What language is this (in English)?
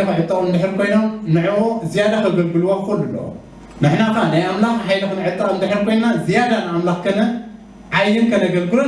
Tigrinya